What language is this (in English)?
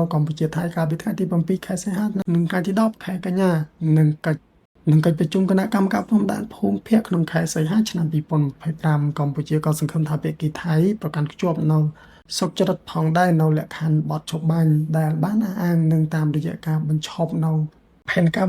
Khmer